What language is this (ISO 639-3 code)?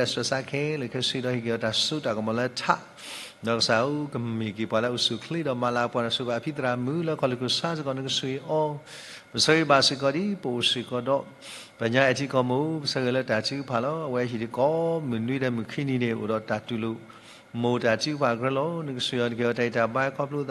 ksw